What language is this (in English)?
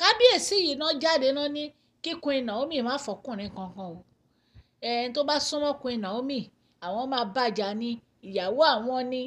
Yoruba